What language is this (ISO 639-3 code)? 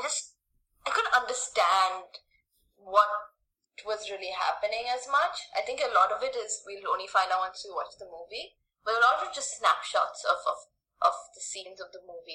eng